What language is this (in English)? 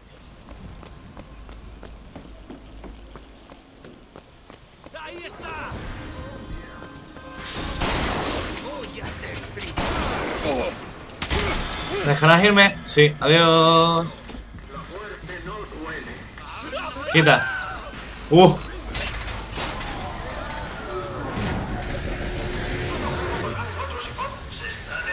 Spanish